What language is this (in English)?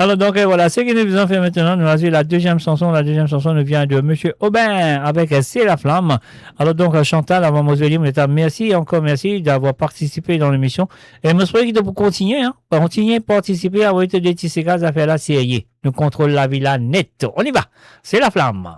Morisyen